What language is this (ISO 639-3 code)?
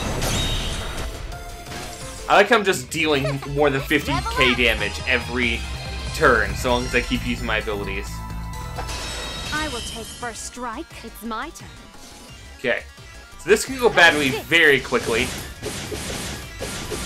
eng